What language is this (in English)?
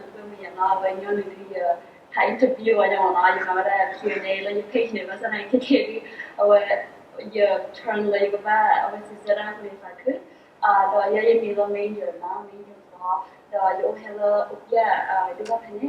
S'gaw Karen